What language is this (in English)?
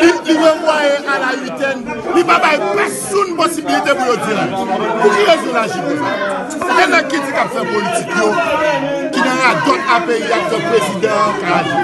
Haitian Creole